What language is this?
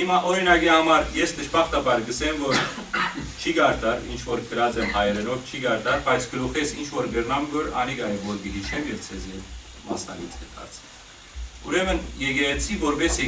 Western Armenian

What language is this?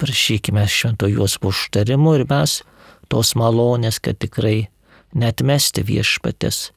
Lithuanian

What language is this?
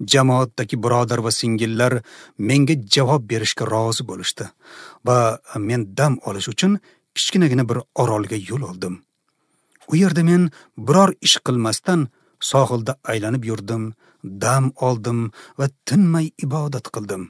Uzbek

